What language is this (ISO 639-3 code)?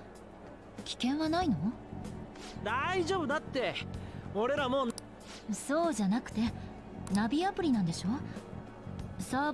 jpn